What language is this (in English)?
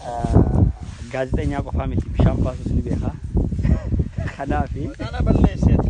Oromo